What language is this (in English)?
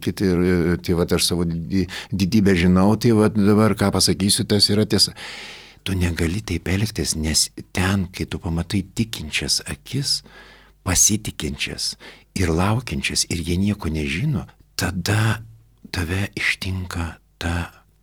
Lithuanian